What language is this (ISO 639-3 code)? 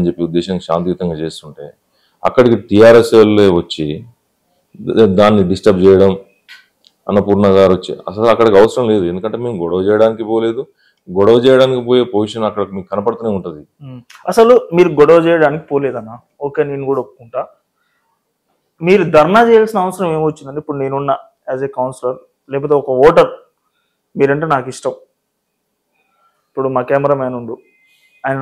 tel